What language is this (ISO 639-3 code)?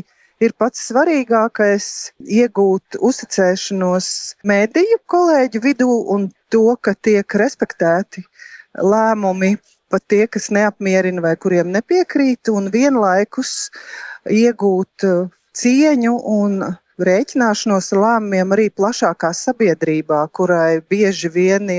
lav